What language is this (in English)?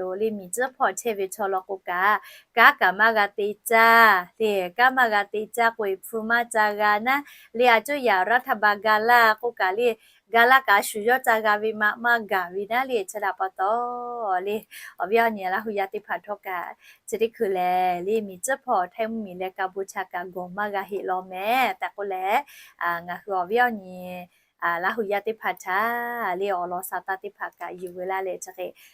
Lahu